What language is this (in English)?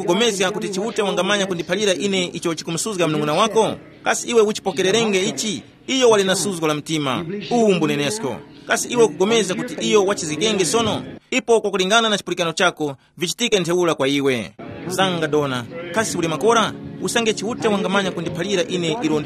Tumbuka